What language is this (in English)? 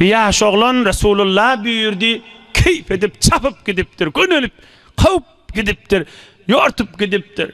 Turkmen